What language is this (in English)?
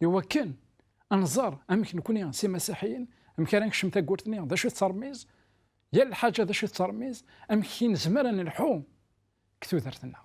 Kabyle